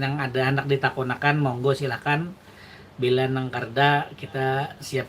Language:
Banjar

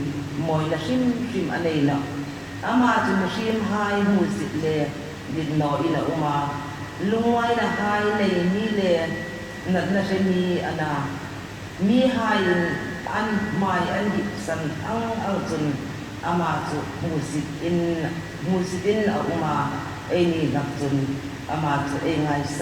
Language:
Hmar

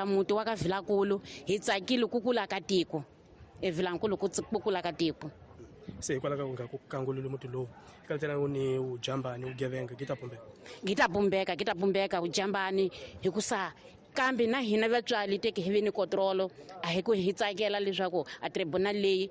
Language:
Tsonga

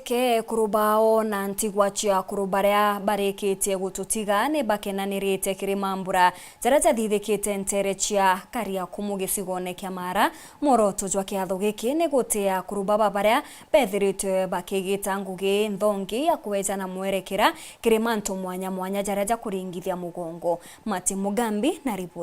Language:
Meru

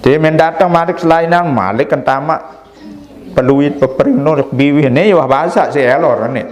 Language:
Sasak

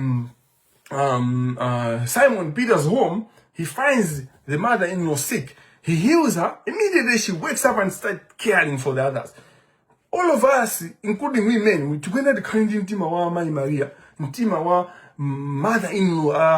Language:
Nyanja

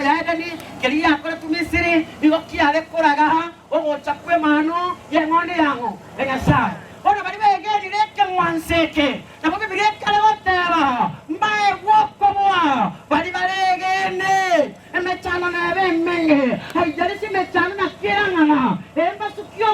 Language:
Gusii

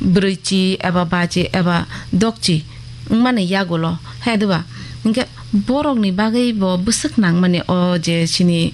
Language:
Kok Borok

